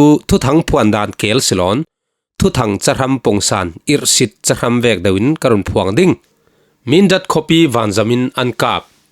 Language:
Falam Chin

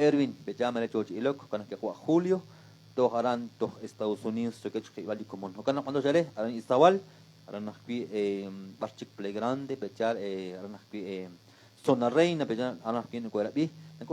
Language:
Kekchí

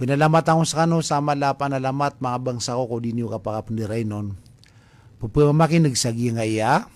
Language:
Maranao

